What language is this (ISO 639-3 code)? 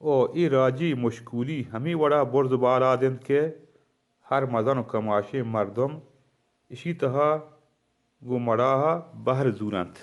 bal